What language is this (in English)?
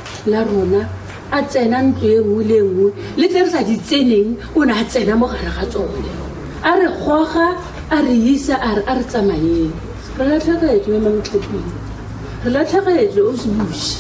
Tswana